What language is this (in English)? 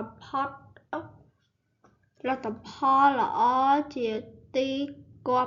Khmer